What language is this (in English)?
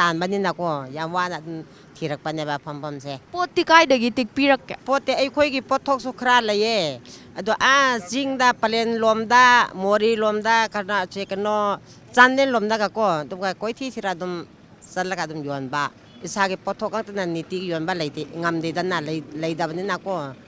Manipuri